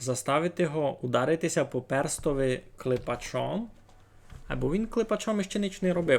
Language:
Rusyn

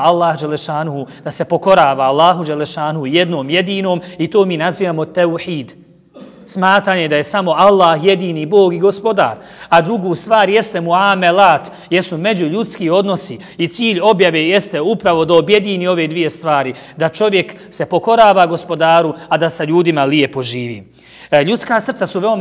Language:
Bosnian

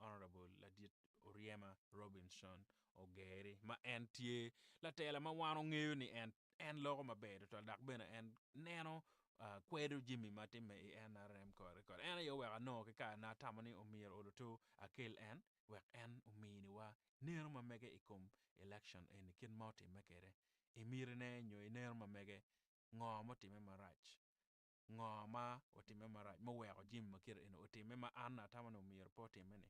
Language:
Acoli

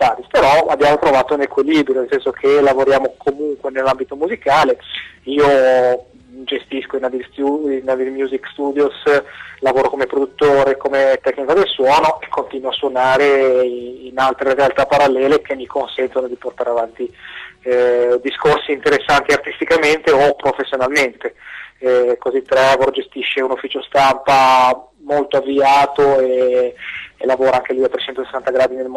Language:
Italian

